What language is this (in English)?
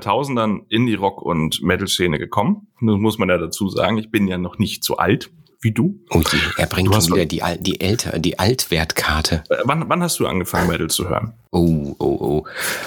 German